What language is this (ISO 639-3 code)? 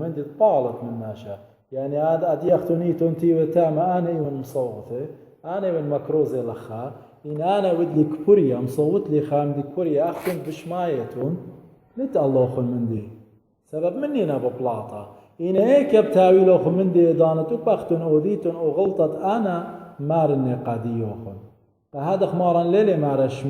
aii